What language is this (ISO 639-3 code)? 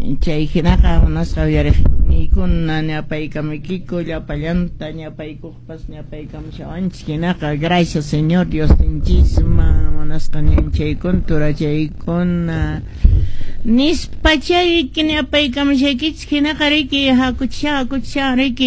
que